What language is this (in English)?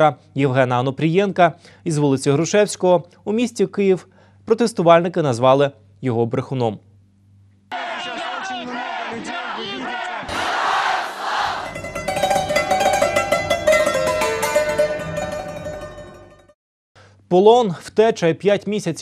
Ukrainian